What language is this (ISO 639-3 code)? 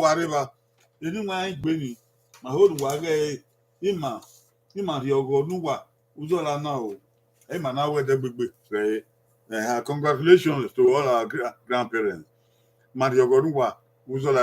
bin